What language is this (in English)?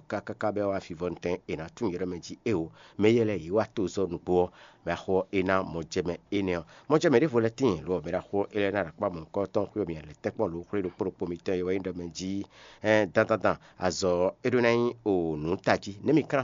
Fon